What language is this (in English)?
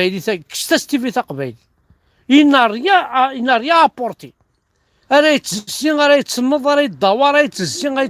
Kabyle